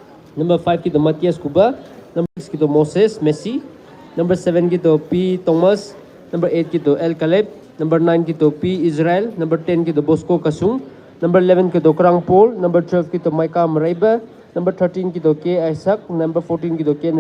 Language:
Maram Naga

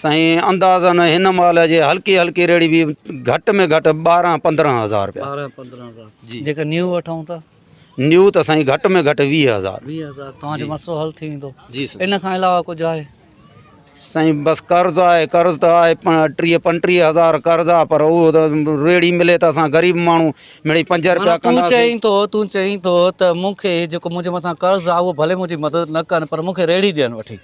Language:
Sindhi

